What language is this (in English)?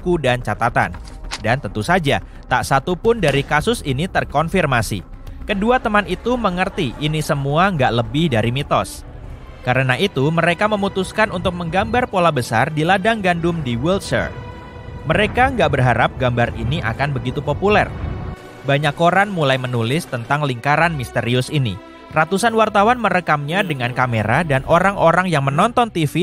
Indonesian